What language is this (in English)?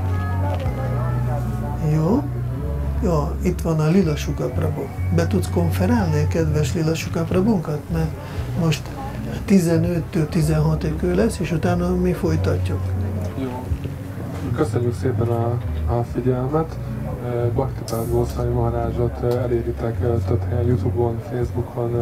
Hungarian